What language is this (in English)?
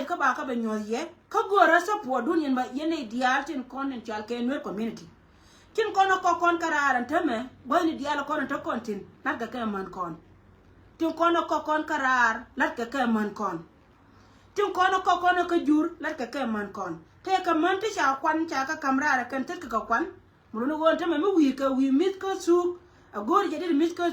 Nuer